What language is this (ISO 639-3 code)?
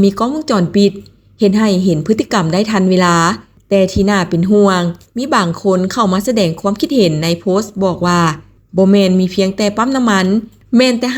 lao